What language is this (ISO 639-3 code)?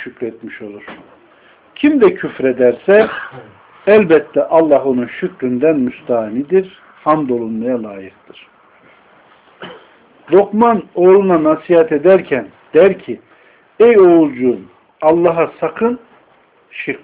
tur